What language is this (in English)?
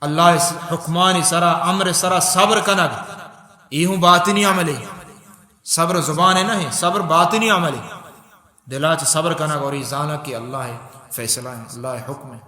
Baluchi